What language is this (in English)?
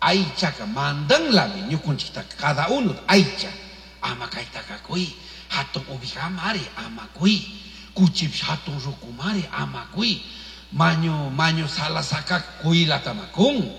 Chimborazo Highland Quichua